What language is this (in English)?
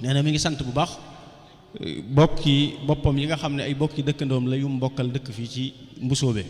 Wolof